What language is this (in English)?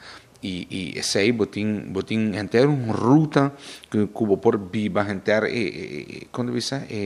Papiamento